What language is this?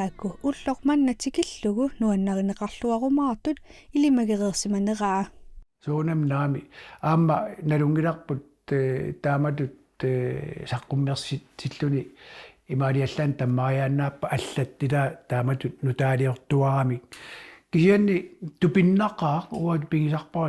Kalaallisut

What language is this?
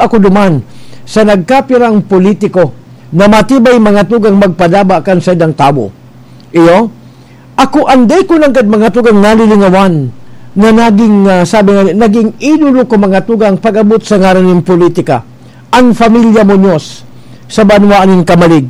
Bikol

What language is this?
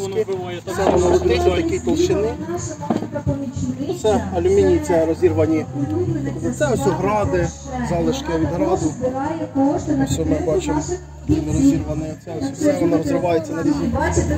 Ukrainian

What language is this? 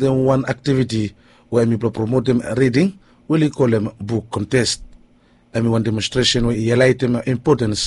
Bislama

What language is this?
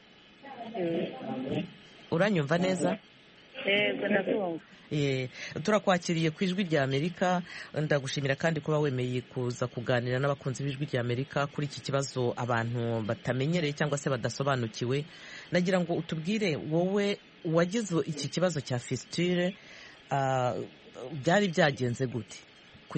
Kinyarwanda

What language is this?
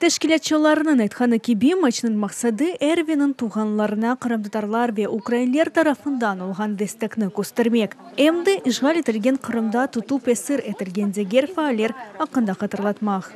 Crimean Tatar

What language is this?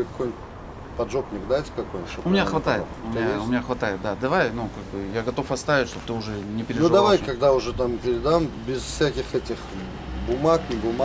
Russian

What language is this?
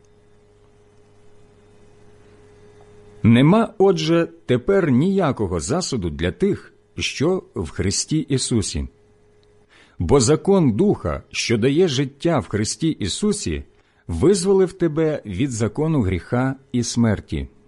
Ukrainian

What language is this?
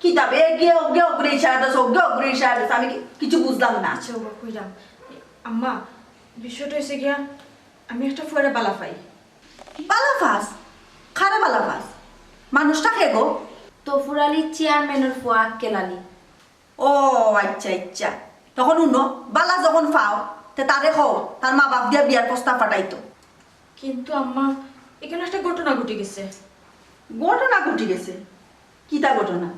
Sylheti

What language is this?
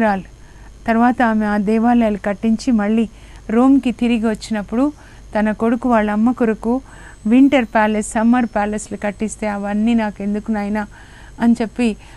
Telugu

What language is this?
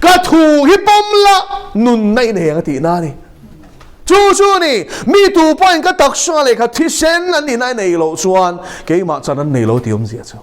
Mizo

